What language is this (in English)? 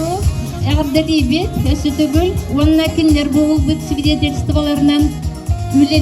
Yakut